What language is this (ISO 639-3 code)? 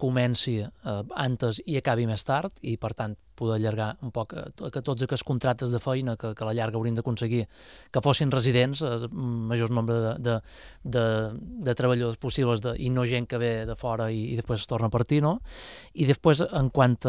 cat